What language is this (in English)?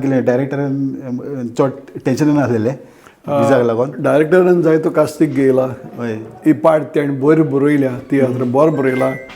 Konkani